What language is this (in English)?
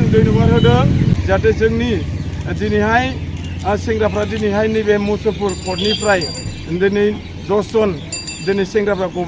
Bodo